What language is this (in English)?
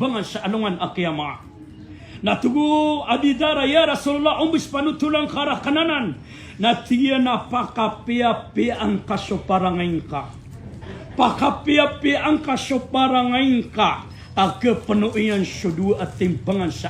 Maranao